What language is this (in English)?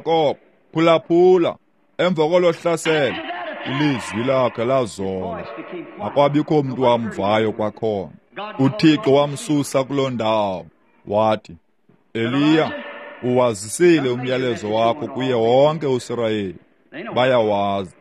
Xhosa